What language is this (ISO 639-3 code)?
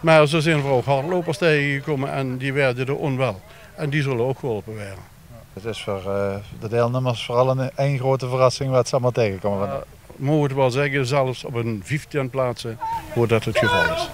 lim